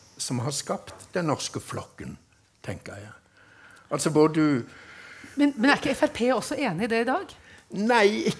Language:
Norwegian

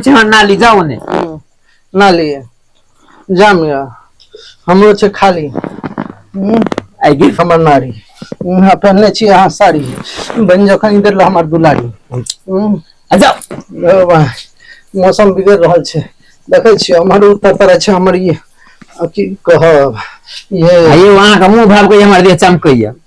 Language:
Maithili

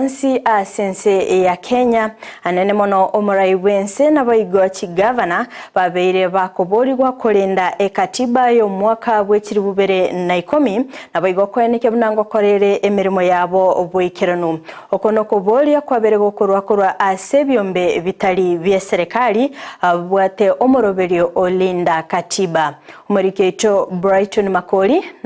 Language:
Gusii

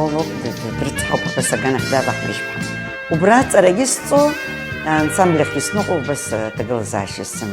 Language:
Abkhazian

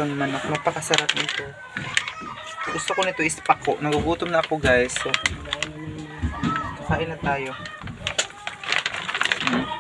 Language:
Filipino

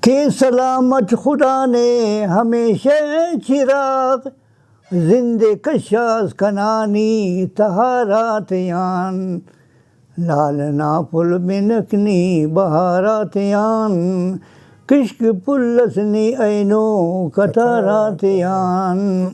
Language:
Brahui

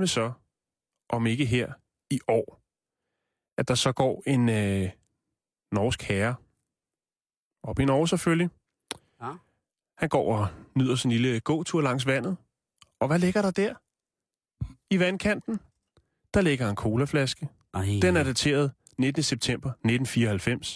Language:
Danish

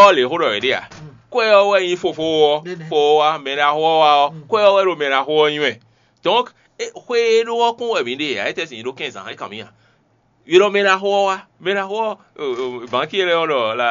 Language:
Fon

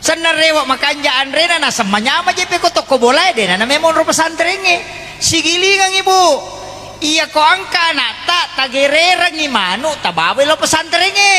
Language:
Buginese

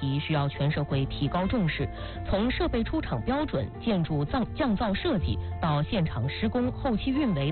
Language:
Chinese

